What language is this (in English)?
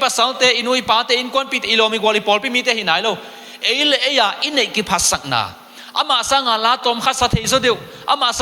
Tedim Chin